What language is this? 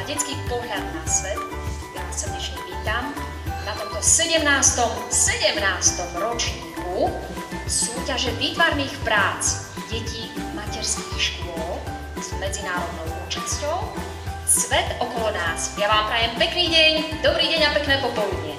Slovak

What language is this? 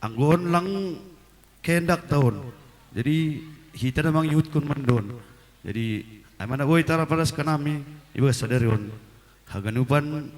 Batak Simalungun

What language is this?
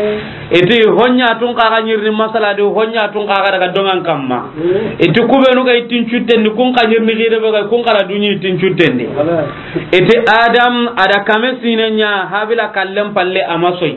Soninke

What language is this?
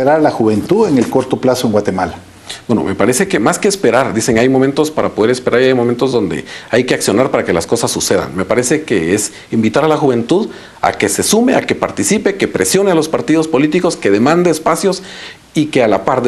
Spanish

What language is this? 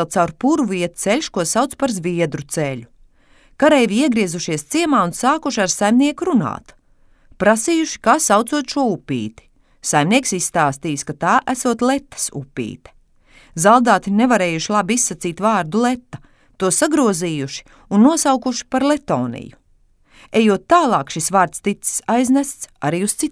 Latvian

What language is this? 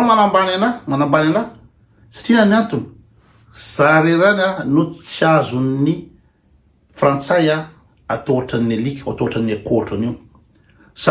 Malagasy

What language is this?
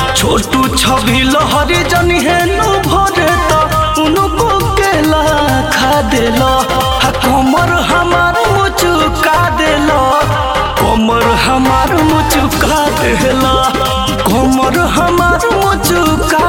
Bhojpuri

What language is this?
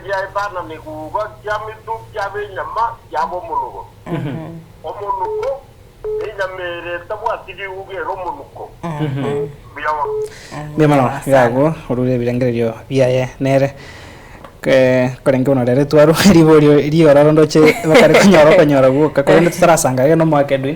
Gusii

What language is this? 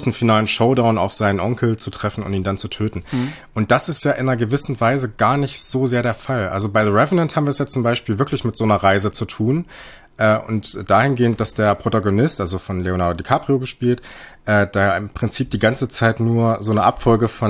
German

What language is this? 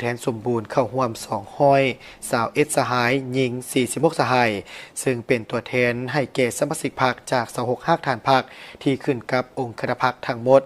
Lao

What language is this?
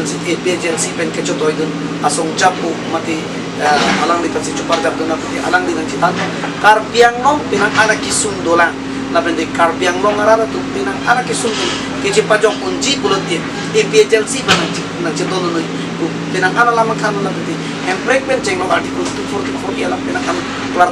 Karbi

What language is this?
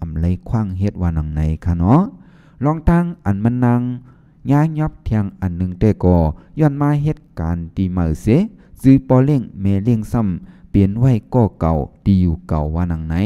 Shan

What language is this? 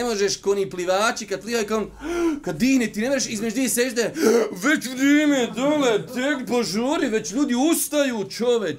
Bosnian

